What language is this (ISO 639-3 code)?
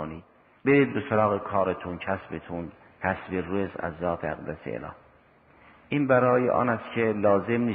fas